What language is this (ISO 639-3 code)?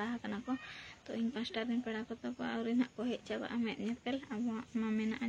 sat